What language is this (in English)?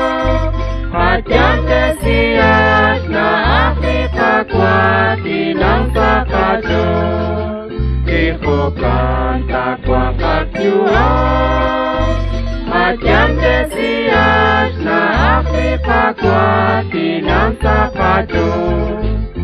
Kekchí